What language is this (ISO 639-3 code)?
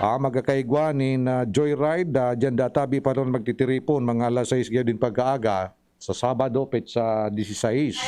bik